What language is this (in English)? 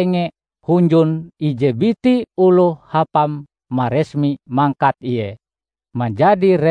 Ngaju